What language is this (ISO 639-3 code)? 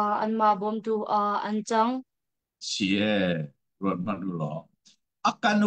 cnh